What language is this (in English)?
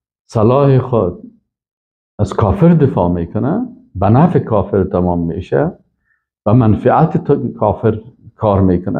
Persian